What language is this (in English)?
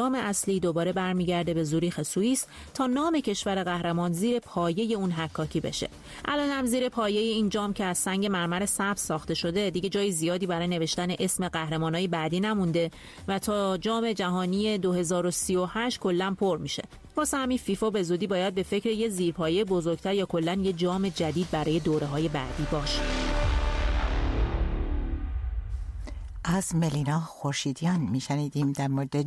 Persian